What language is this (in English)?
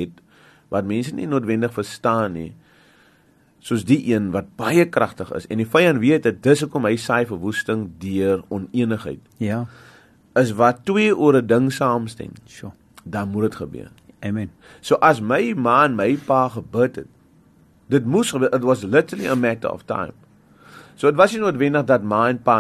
Afrikaans